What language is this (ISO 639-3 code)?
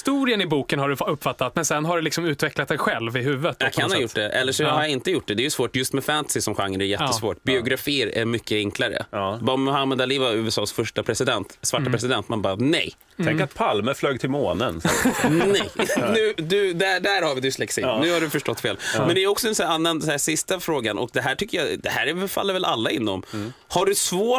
swe